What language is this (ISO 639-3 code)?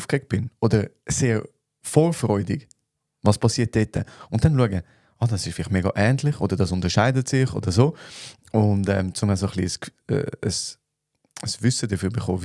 gsw